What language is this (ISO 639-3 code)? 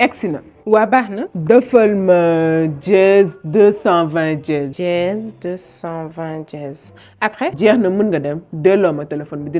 wol